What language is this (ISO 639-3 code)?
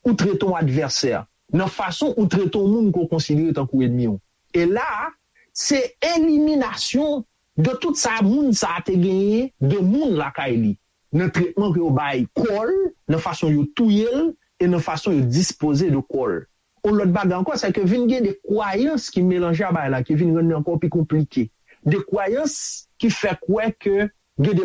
hat